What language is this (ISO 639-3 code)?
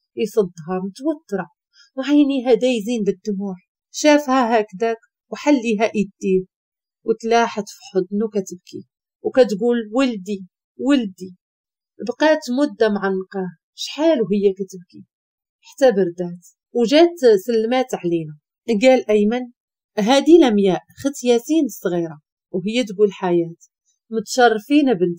ary